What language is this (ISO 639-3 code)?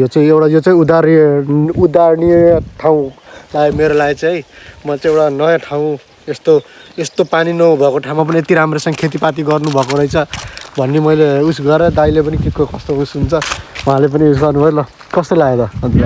nep